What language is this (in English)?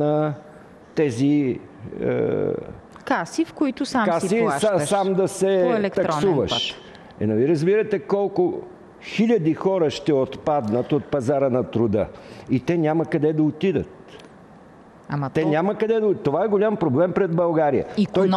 Bulgarian